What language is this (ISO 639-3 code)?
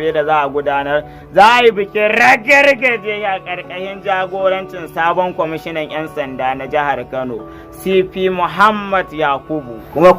hau